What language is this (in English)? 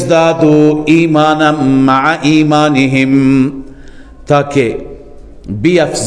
Persian